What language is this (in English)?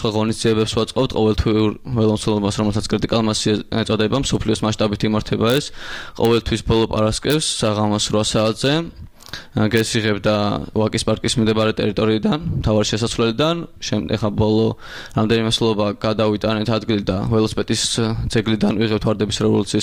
Georgian